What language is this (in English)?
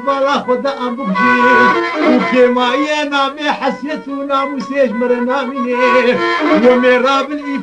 Kurdish